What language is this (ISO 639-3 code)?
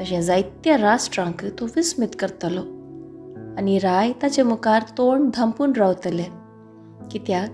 kok